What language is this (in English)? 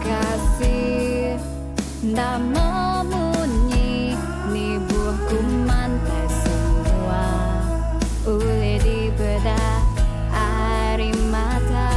Iban